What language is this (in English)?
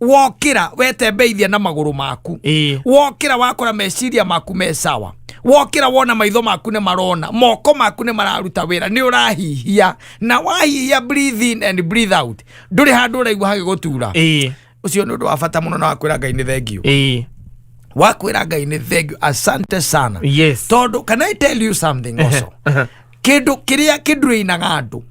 Kikuyu